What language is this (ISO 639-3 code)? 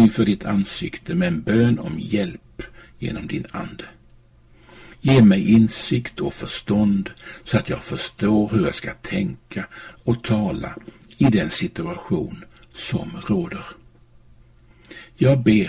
swe